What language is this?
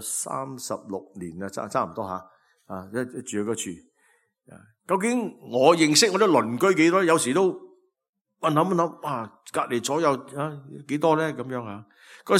Cantonese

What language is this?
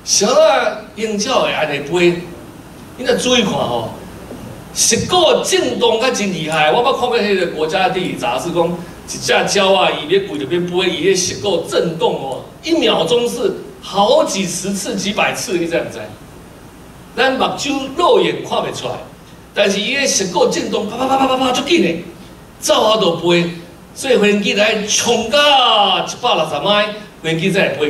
Min Nan Chinese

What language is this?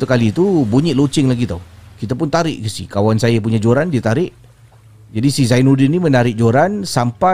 Malay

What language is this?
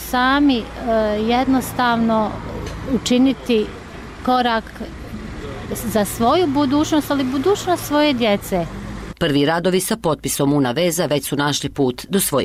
Bosnian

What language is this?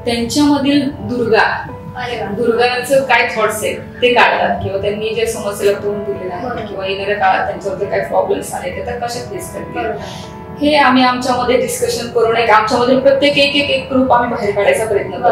Marathi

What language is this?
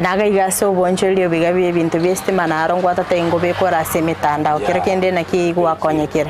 Gusii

